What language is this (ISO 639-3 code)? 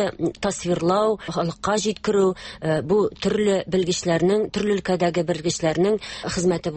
tat